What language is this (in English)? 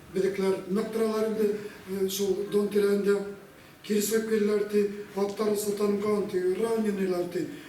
Bashkir